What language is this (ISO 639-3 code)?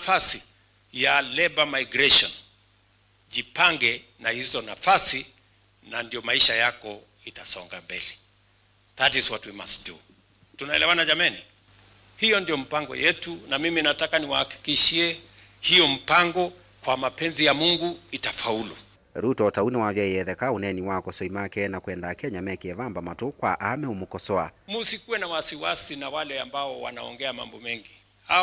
kam